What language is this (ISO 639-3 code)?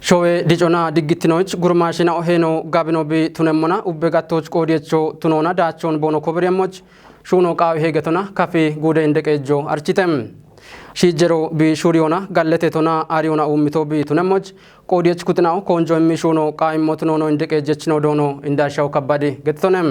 kbr